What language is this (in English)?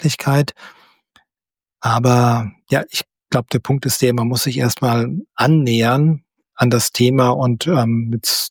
German